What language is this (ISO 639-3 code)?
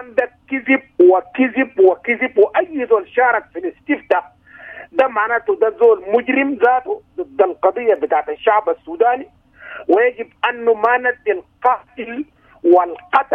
apd